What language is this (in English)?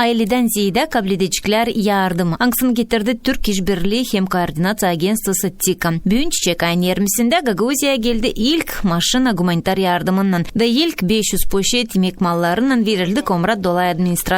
Gagauz